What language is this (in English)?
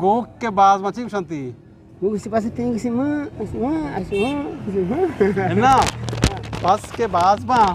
Eastern Balochi